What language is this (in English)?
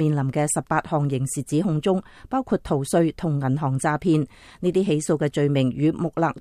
Cantonese